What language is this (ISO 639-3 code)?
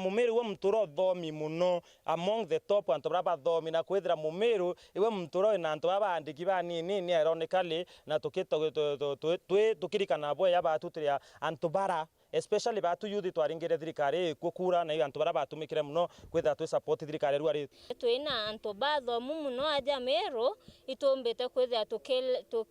mer